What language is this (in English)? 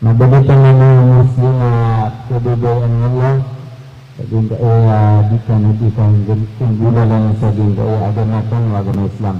Maranao